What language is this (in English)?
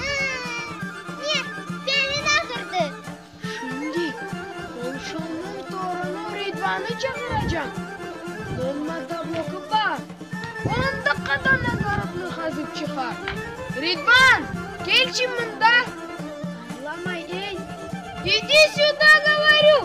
Crimean Tatar